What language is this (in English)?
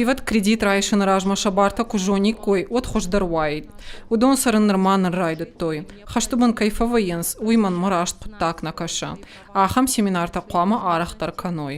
Ossetic